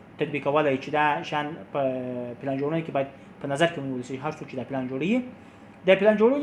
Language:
Pashto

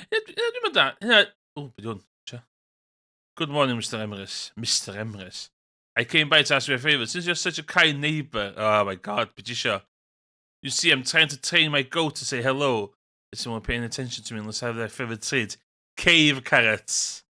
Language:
Welsh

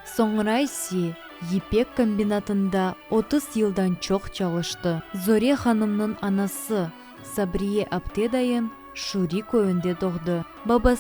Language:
Crimean Tatar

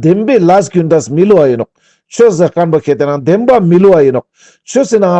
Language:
Ladakhi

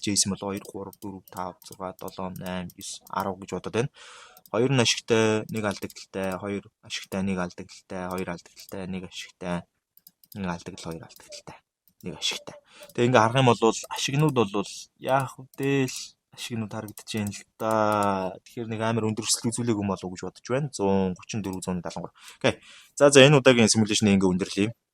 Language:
Mongolian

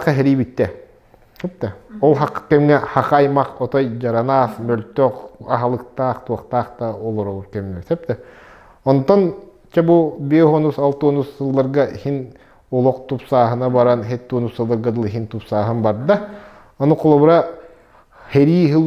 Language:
Yakut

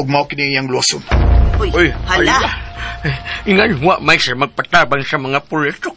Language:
Cebuano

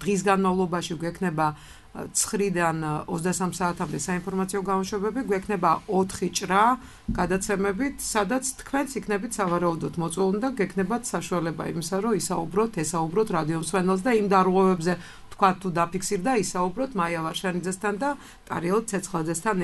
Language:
Georgian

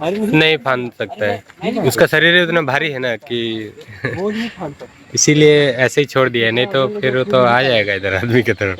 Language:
Santali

